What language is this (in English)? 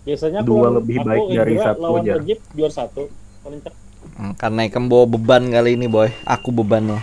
Banjar